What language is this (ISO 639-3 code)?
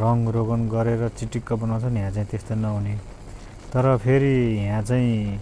nep